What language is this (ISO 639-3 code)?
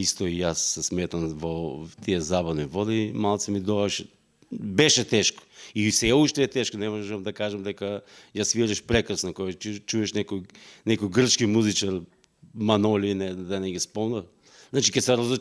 mkd